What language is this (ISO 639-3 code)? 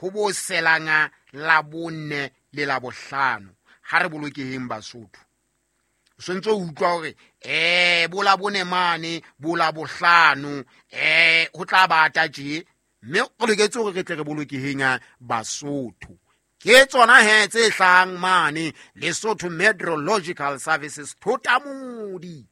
sot